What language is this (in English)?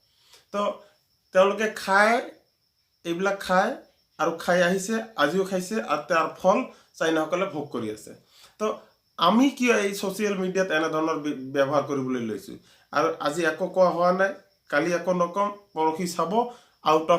Assamese